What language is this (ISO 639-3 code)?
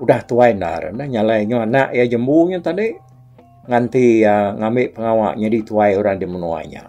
iba